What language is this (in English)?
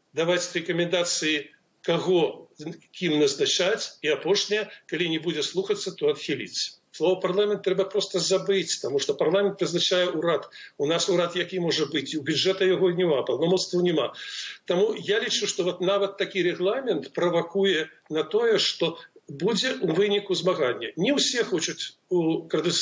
Belarusian